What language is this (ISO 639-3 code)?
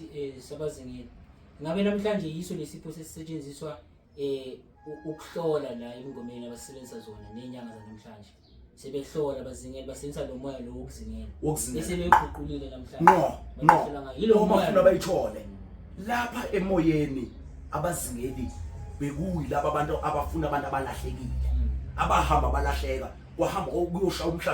zul